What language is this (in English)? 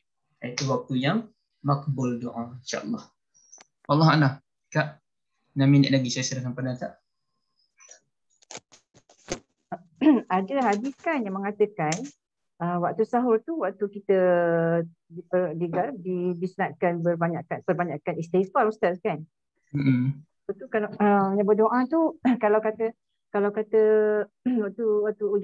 Malay